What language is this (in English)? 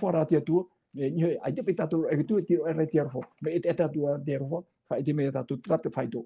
Tahitian